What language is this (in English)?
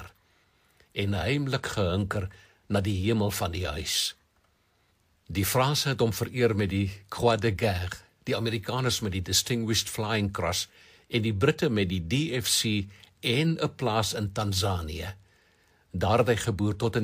Afrikaans